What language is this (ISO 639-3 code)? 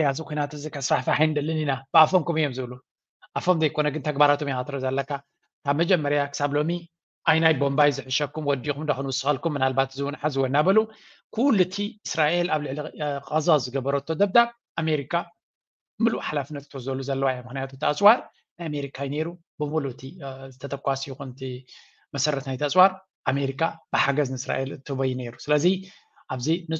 tir